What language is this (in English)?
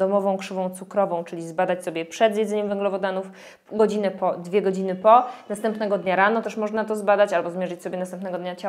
Polish